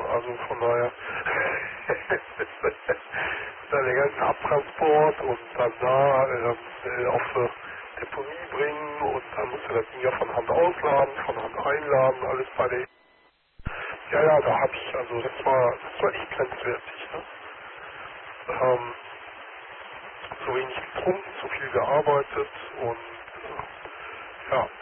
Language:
German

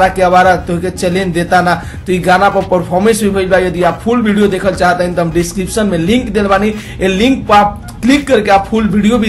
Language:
Bhojpuri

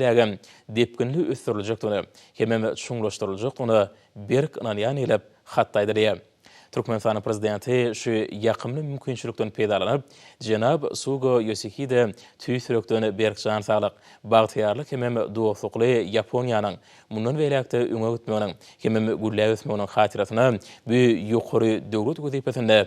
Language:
Turkmen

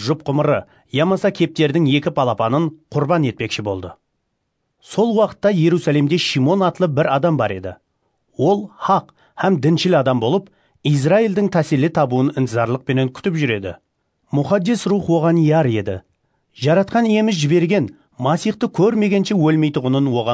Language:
Kara-Kalpak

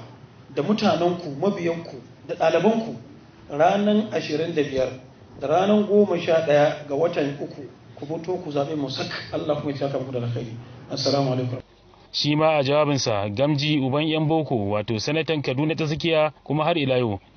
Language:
Hausa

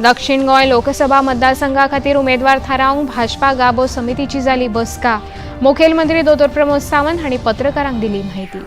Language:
Konkani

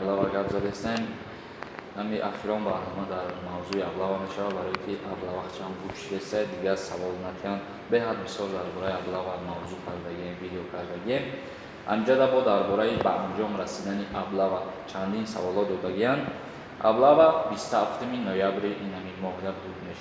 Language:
Tajik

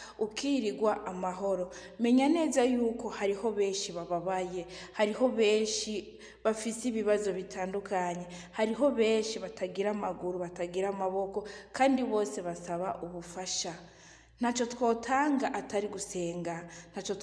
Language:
Rundi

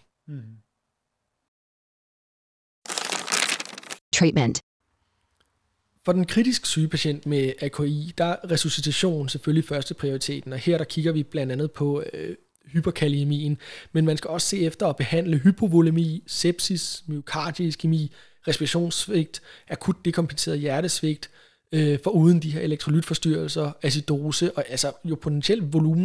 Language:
Danish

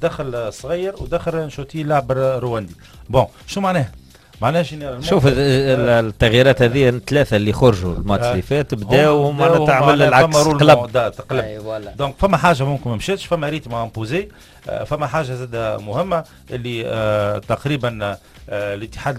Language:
Tunisian Arabic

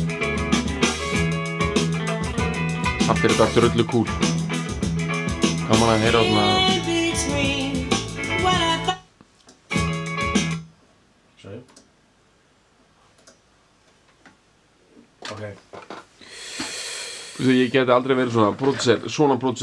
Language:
Icelandic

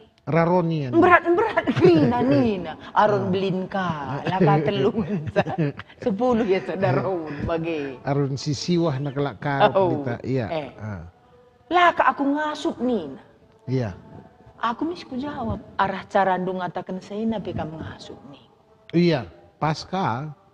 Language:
Batak Karo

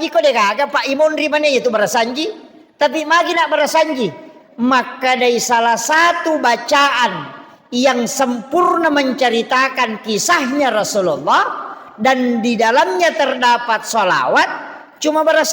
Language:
Buginese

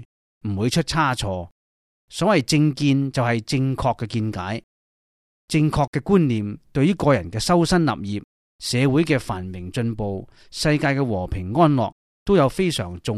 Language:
Cantonese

